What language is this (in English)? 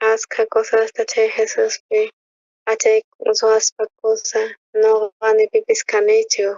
South Bolivian Quechua